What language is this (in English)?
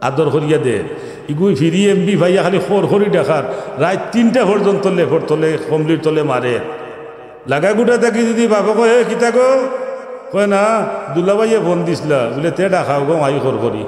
Sylheti